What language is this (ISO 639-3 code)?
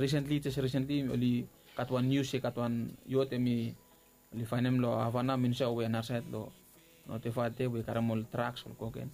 bis